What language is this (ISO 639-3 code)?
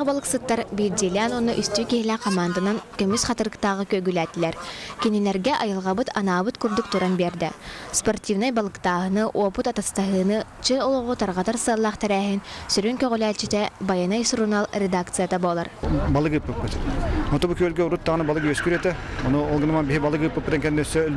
sah